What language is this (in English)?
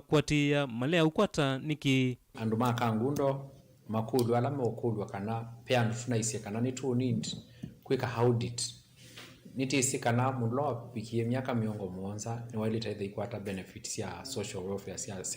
Kamba